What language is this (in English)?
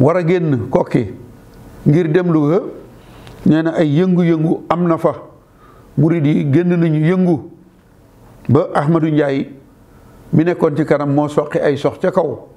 Wolof